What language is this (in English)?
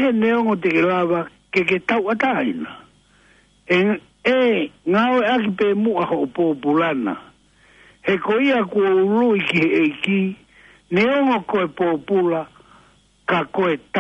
Tongan